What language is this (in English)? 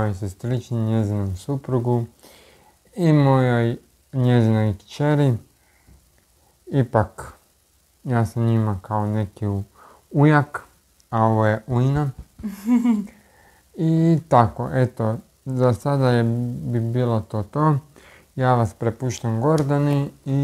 Croatian